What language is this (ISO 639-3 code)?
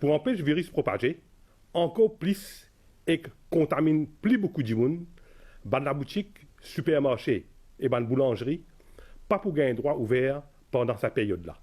mfe